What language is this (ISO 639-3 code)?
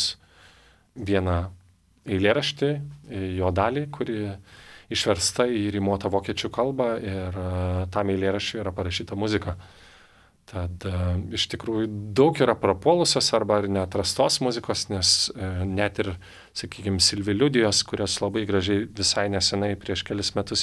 lit